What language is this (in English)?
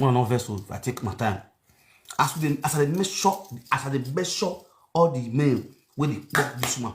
Nigerian Pidgin